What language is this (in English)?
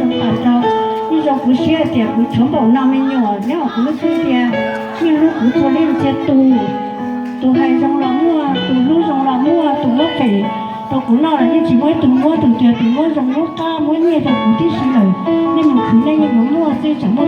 Hmong